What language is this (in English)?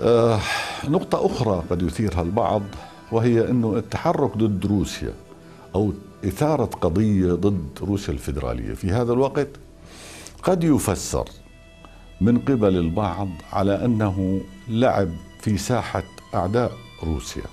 North Levantine Arabic